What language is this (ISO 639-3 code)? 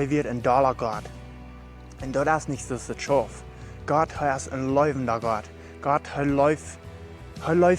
pdt